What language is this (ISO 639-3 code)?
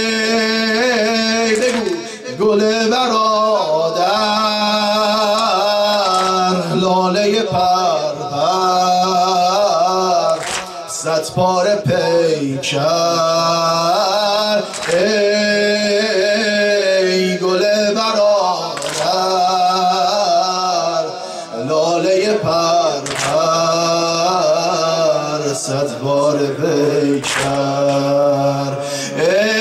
fas